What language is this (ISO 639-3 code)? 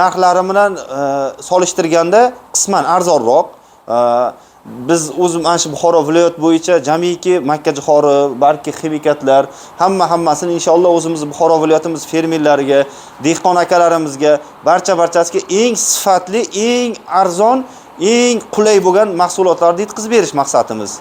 uzb